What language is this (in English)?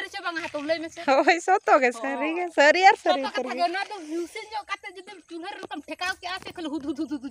Santali